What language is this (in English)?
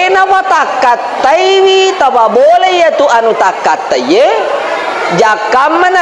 Buginese